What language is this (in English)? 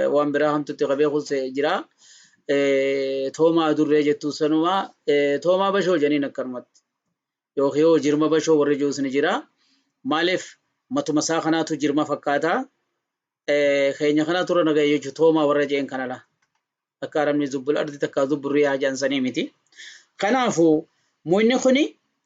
Oromo